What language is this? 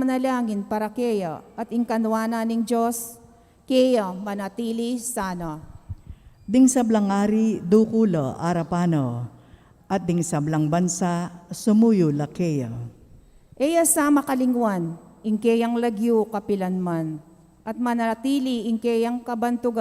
Pampanga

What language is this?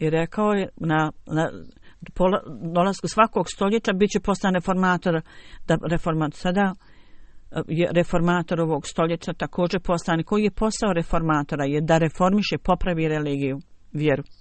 Bosnian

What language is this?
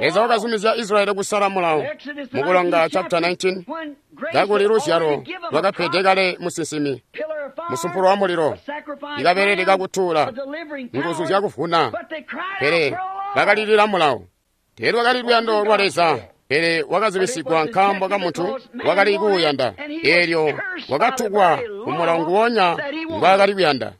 Tonga (Zambia)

